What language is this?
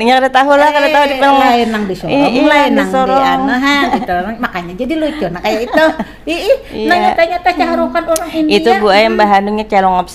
Banjar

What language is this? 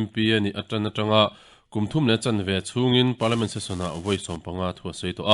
Mizo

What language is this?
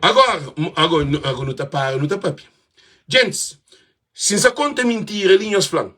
Kabuverdianu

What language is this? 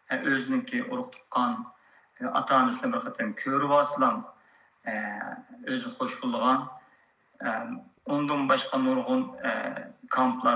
Uyghur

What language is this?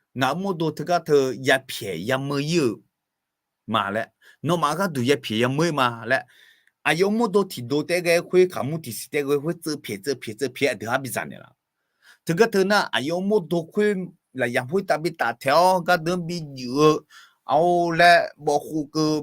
Akha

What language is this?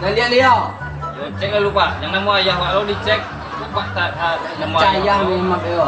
Minangkabau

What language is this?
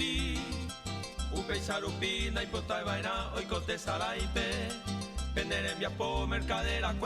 Guarani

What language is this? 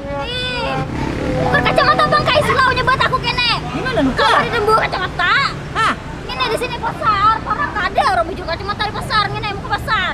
Banjar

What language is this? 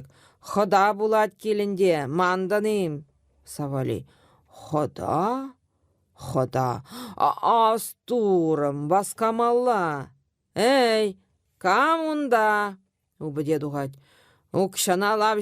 Chuvash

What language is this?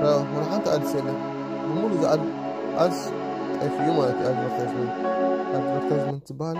Tigrinya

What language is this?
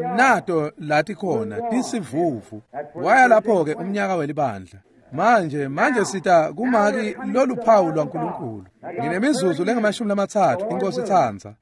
Swati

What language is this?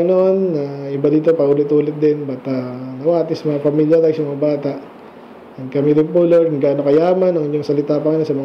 Filipino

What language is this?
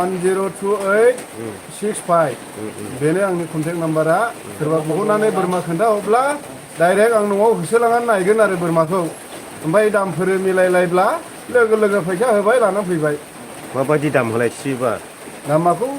Bodo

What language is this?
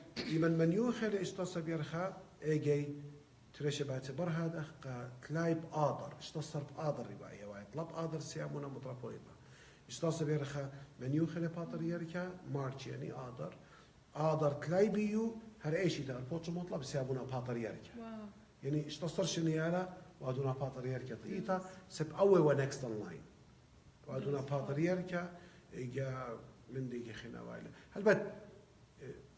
Assyrian Neo-Aramaic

